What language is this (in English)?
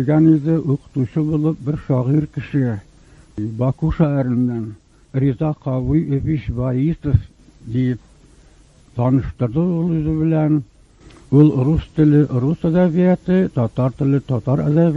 Tatar